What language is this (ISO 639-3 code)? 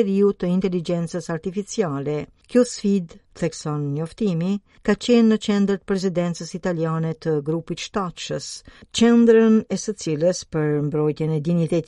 sqi